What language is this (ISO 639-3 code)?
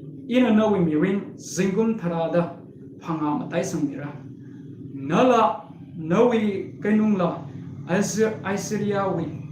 nmf